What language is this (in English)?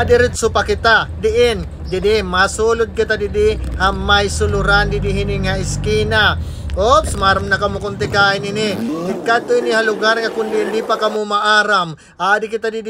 Waray